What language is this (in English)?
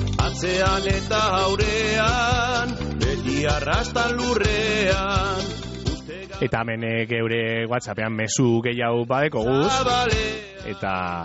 Basque